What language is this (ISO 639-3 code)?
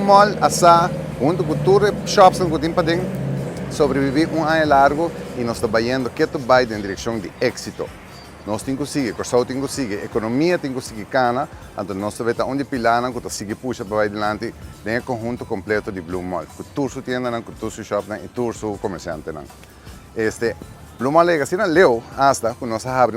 pap